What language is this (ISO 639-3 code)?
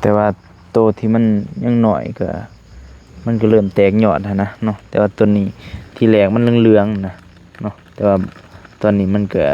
lao